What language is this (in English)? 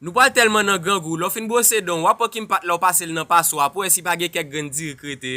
Haitian Creole